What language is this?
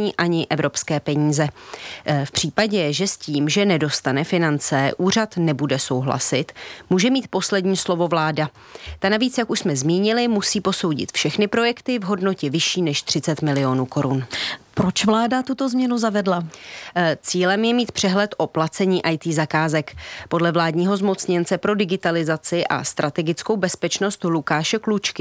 Czech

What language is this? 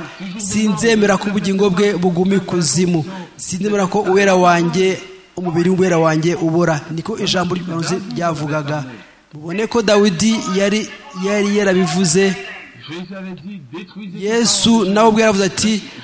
Kinyarwanda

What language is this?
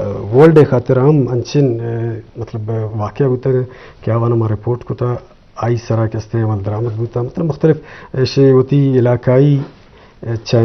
Eastern Balochi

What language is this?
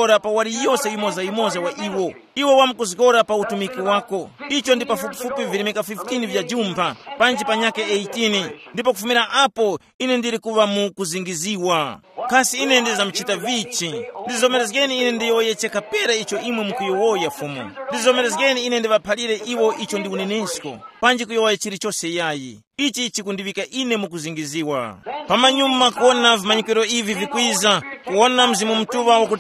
Tumbuka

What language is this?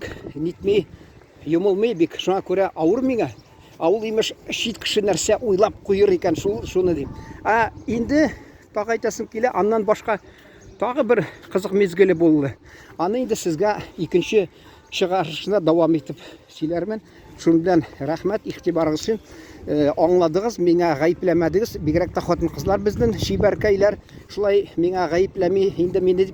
Tatar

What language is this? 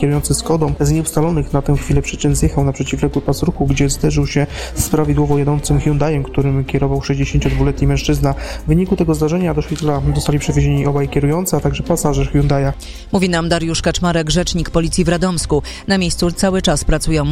Polish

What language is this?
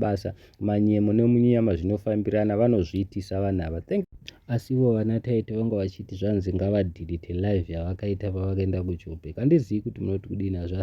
Shona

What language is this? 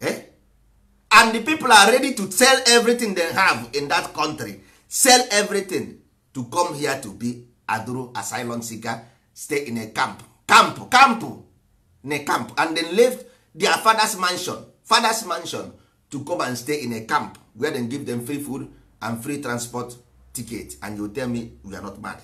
Igbo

